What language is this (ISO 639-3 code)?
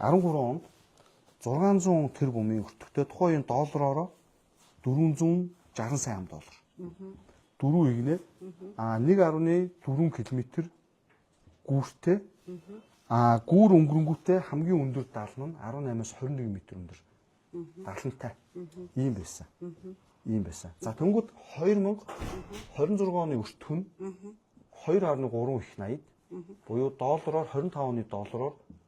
mon